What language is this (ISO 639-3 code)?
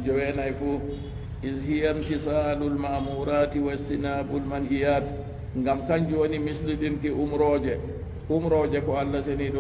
ful